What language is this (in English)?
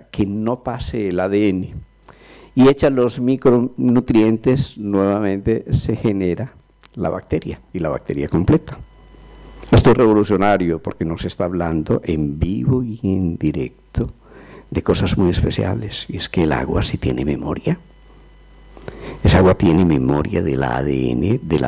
Spanish